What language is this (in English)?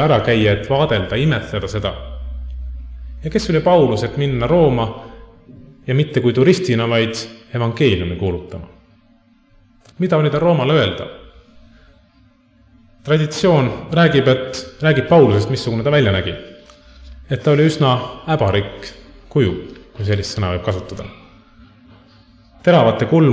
Estonian